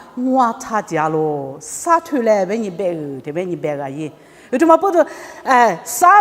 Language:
Lisu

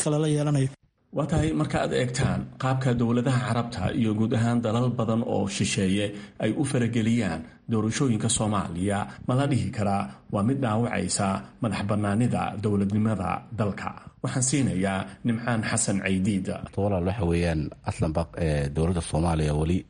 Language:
Somali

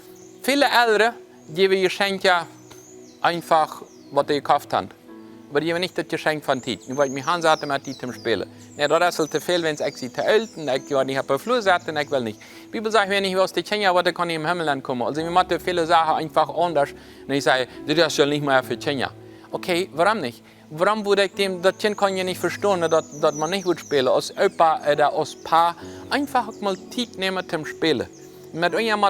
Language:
Plautdietsch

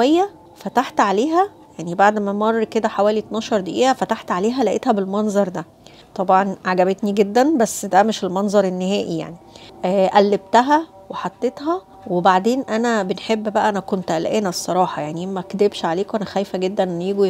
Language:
Egyptian Arabic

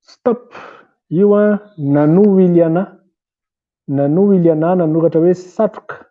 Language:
Malagasy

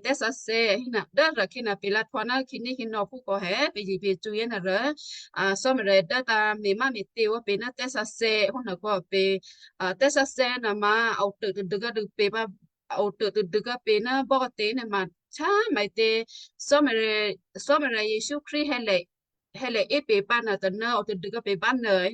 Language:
Western Kayah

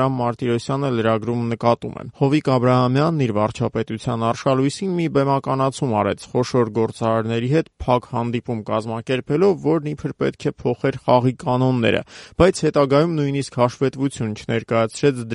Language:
Armenian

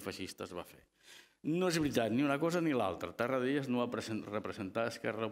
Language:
Catalan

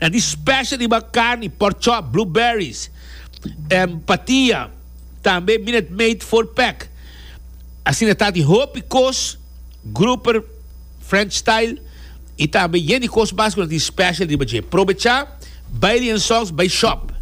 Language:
Papiamento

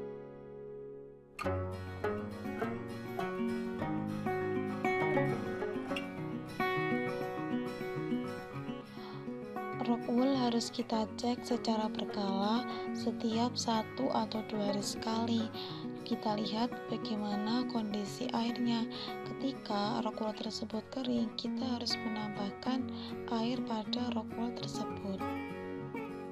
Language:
Indonesian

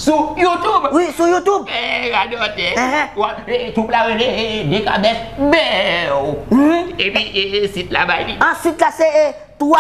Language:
Haitian Creole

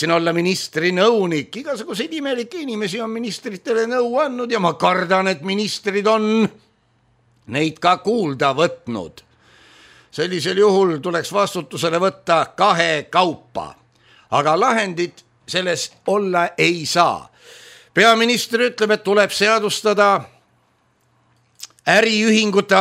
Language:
Estonian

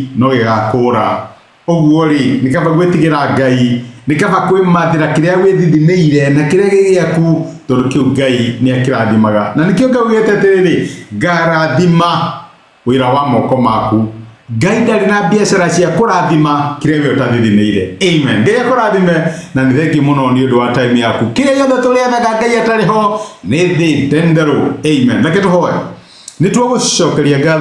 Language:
Kikuyu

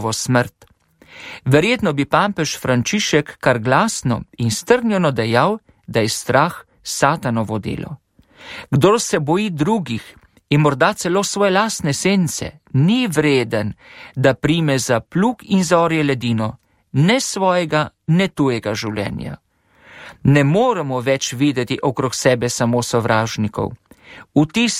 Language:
Slovenian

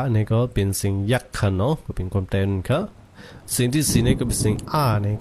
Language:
Shan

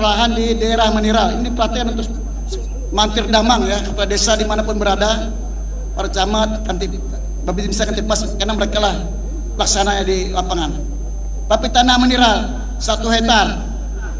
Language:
Indonesian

